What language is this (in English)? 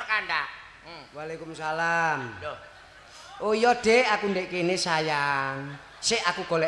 Javanese